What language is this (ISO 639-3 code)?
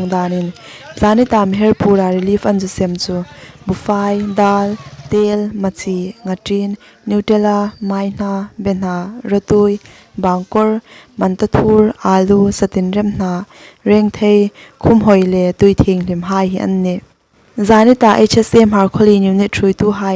hmr